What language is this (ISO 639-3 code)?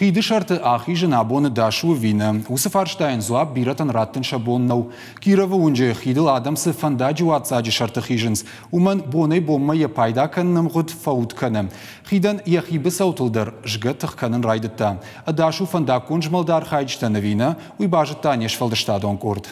oss